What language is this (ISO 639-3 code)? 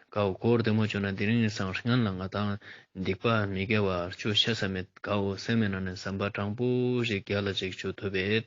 lbj